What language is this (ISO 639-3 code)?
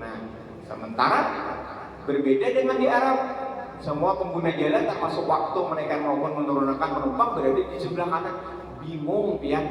bjn